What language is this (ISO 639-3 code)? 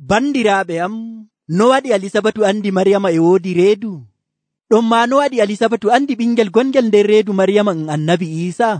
fuv